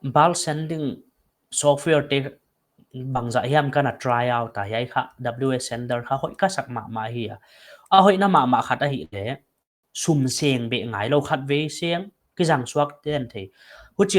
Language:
Paite Chin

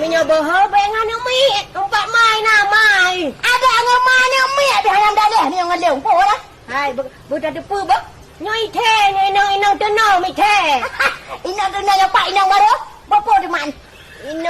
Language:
Achinese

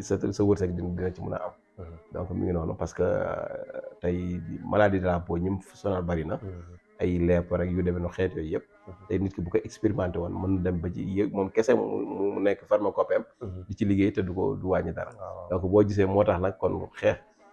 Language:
Wolof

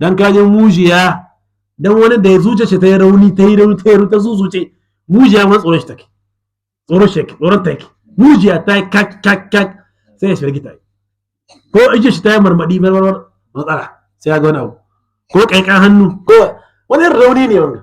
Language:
Hausa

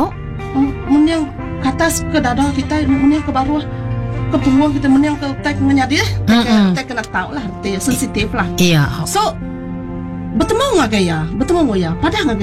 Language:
Iban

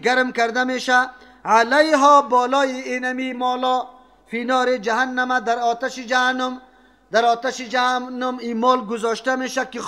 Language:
Persian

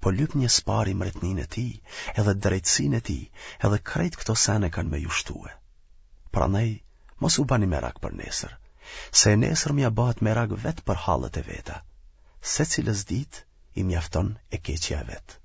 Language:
Albanian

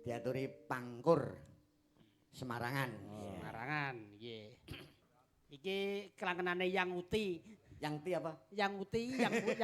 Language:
Javanese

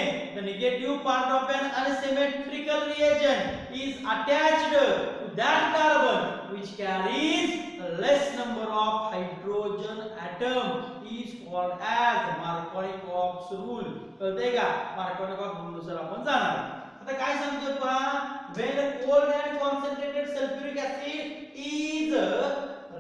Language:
Marathi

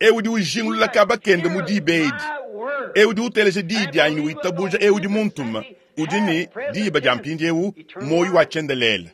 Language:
Luba-Lulua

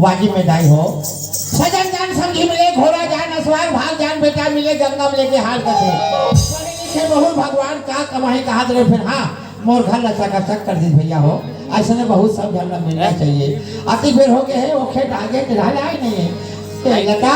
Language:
Chhattisgarhi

